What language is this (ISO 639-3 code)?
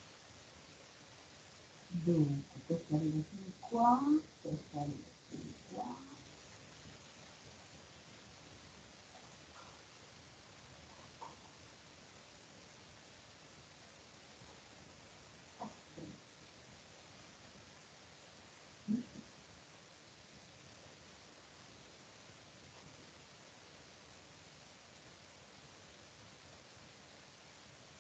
ita